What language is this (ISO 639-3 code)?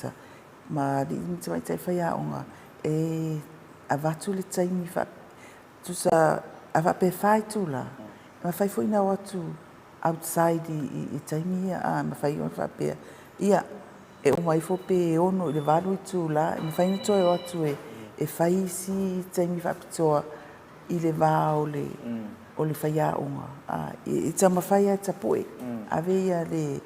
smo